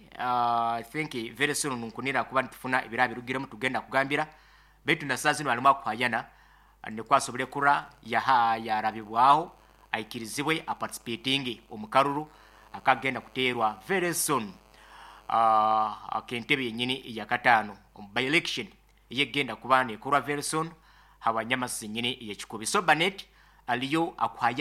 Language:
Nyoro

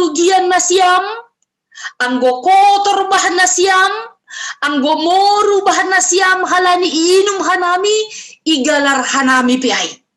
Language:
Batak Simalungun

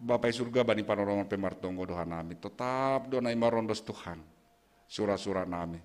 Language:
Batak Simalungun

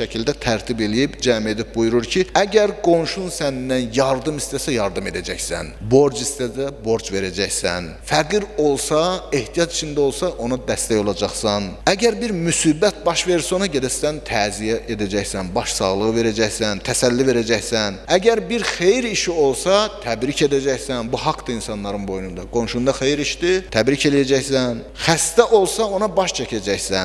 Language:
Azerbaijani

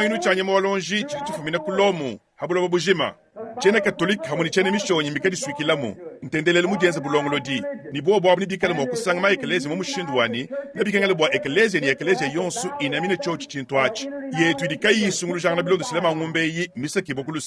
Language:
Luba-Lulua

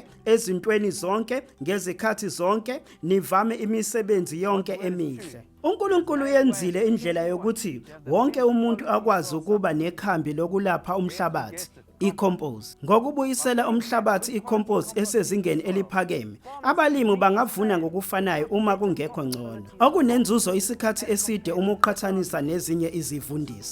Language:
Zulu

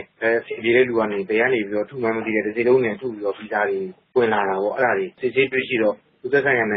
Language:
Burmese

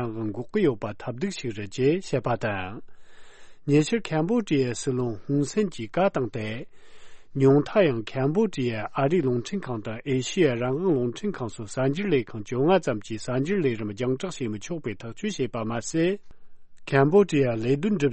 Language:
Tibetan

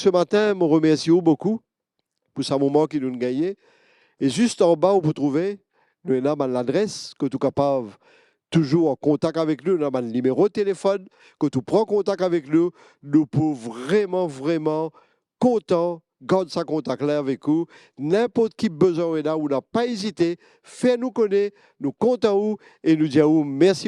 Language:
Morisyen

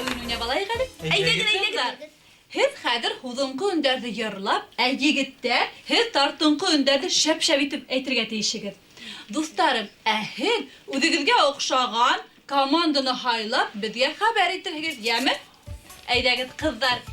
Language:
Bashkir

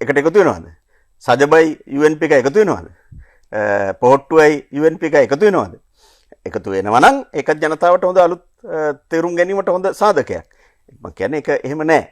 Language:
Sinhala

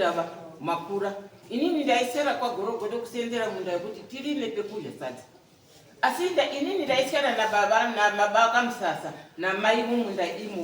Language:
Shona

